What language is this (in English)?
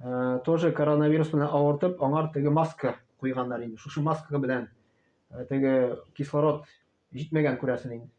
Tatar